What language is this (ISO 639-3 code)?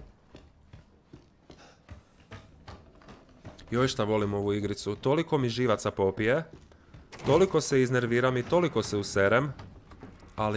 hrv